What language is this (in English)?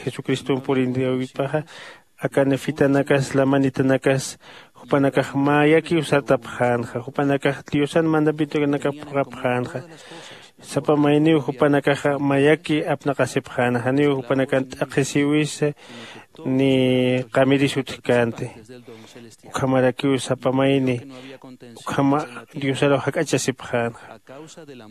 Aymara